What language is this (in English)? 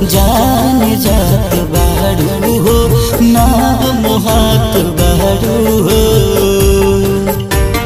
Bhojpuri